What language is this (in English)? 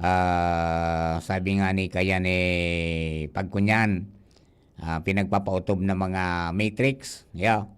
Bikol